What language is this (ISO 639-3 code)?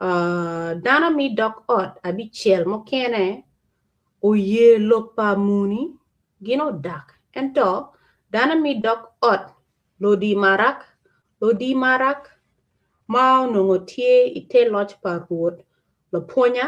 ach